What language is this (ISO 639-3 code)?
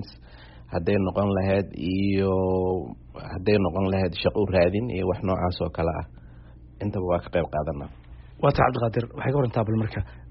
som